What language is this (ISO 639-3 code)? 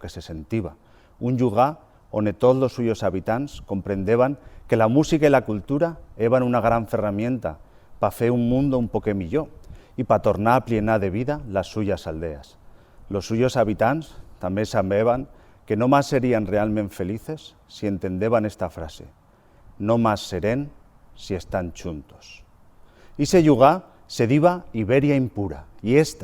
arg